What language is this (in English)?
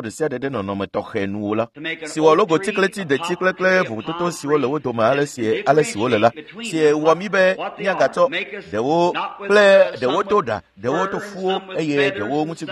Ewe